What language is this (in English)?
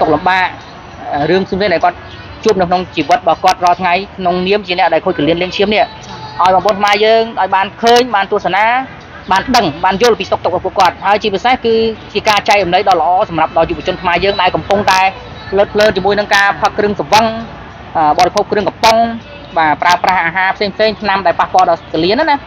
Khmer